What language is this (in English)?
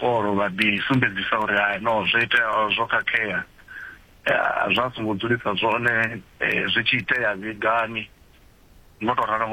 Venda